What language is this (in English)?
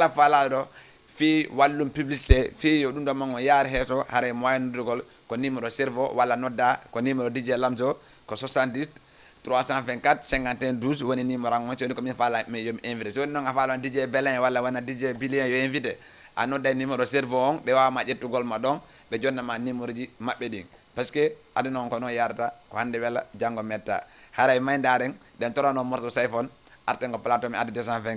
Fula